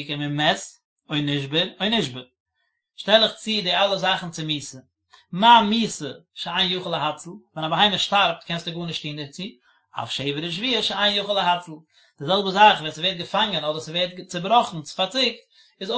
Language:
Yiddish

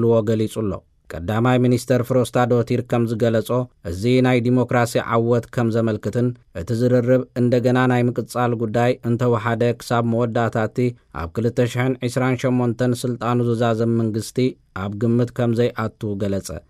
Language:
Tigrinya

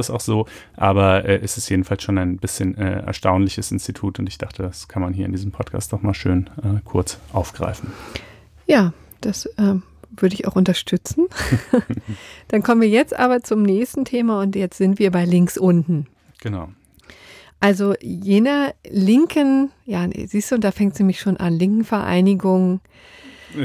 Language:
German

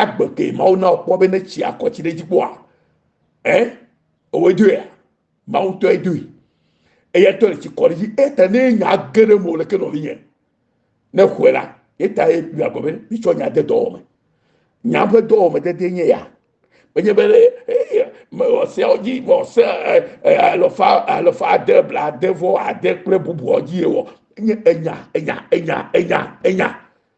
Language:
Ewe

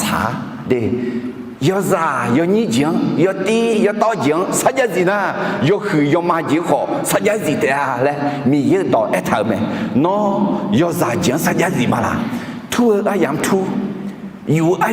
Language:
Akha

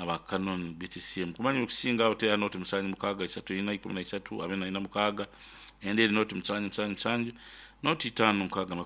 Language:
Nyankole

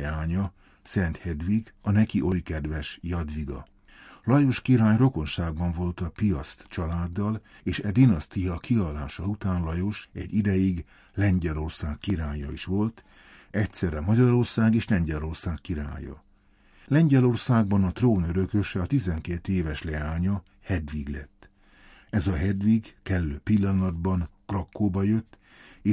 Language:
Hungarian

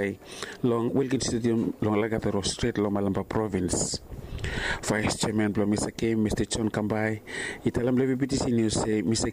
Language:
Bislama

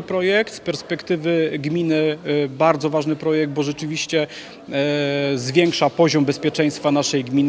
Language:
Polish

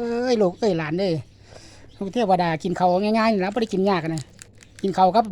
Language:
Northeastern Thai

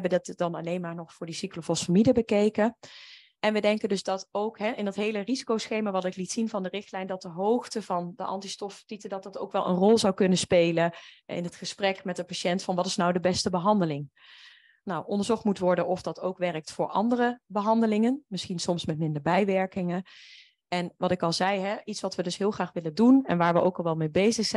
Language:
Dutch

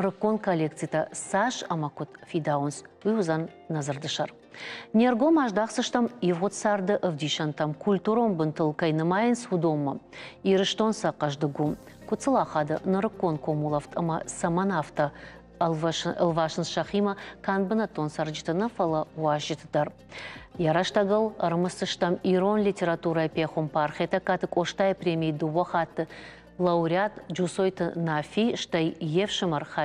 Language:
Ossetic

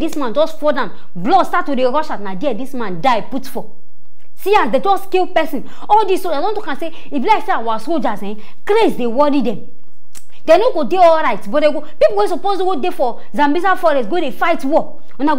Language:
Nigerian Pidgin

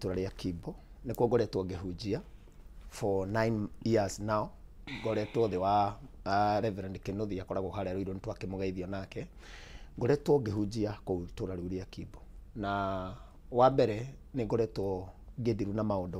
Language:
Kikuyu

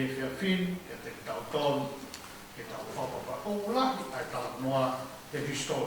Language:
Tongan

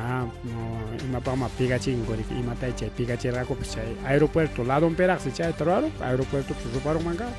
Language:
Ayacucho Quechua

